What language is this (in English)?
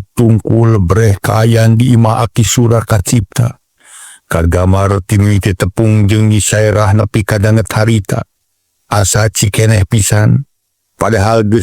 Sundanese